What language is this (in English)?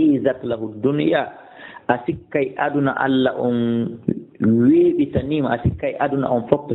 Fula